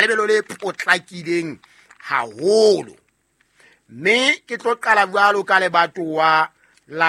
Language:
Southern Sotho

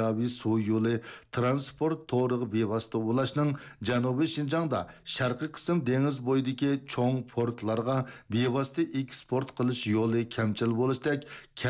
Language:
Uyghur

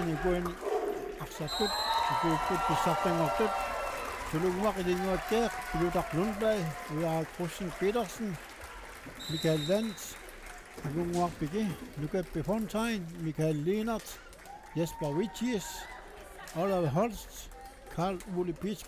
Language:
Kalaallisut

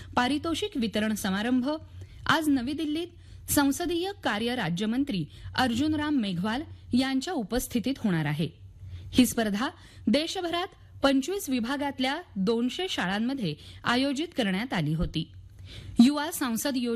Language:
Marathi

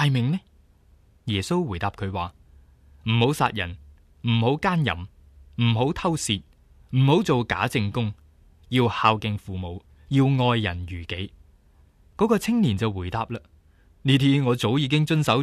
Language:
Cantonese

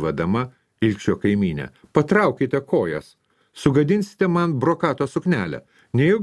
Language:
Lithuanian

